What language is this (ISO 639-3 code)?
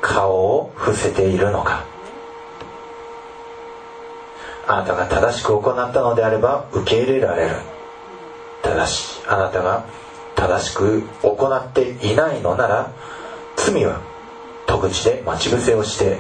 jpn